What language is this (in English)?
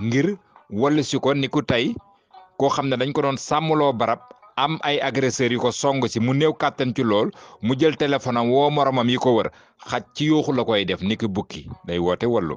Wolof